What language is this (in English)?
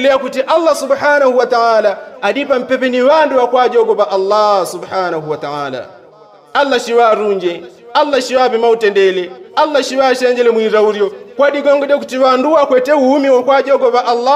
Yao